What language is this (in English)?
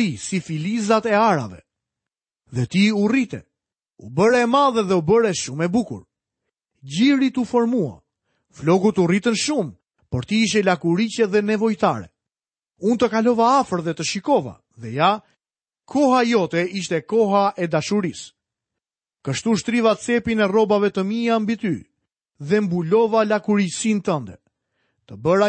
Albanian